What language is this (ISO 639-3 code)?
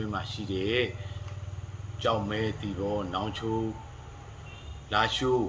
mya